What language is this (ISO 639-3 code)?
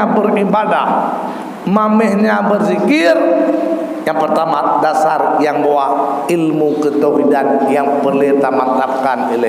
ace